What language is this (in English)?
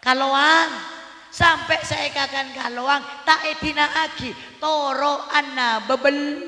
Madurese